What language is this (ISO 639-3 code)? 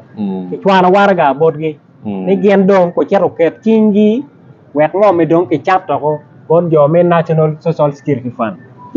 ach